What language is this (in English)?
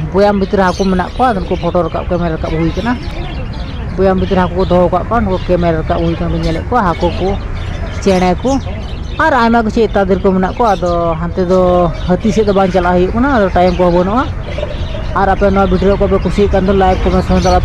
Santali